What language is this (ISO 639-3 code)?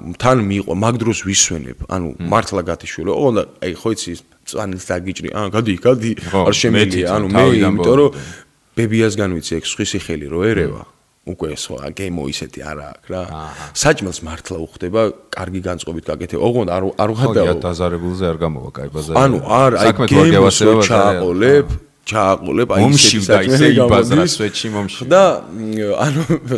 kat